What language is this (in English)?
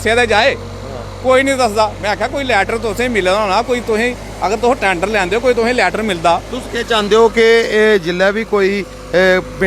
Dogri